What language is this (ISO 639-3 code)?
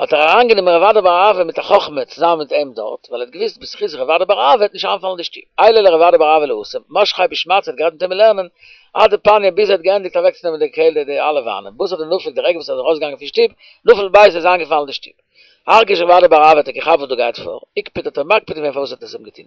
yid